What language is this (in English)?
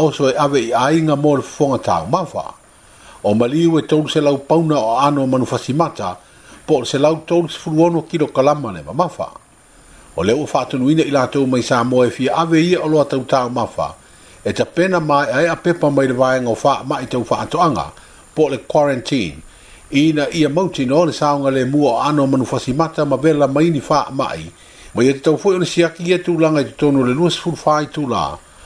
Samoan